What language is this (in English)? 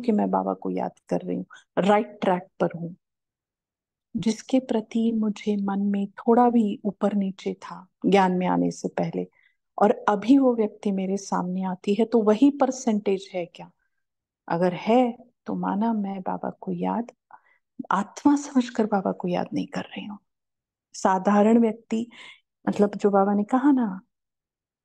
Hindi